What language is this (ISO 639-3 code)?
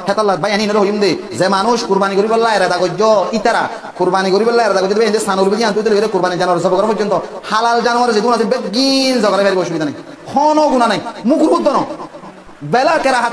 rhg